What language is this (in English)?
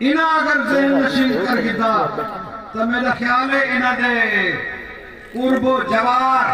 Saraiki